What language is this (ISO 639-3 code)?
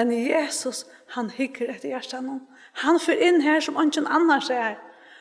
fao